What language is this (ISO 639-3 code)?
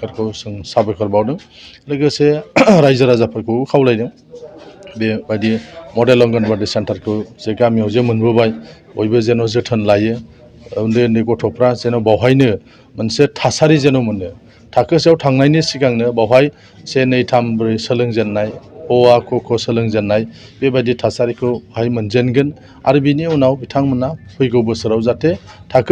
brx